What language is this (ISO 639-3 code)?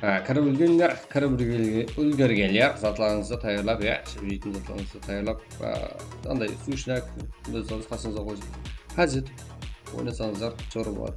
kaa